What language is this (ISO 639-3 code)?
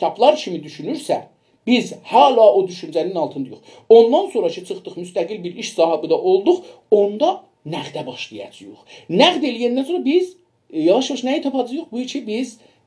azb